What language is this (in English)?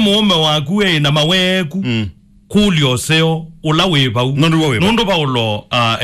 Kamba